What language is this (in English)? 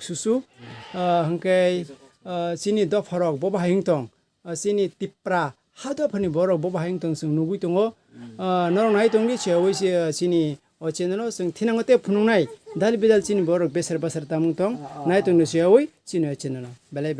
Kok Borok